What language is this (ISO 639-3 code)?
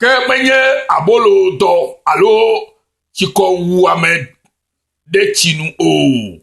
ewe